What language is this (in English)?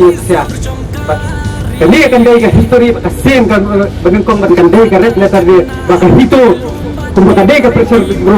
Khasi